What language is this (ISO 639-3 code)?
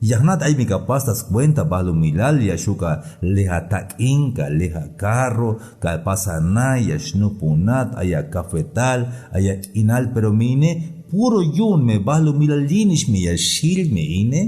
tzh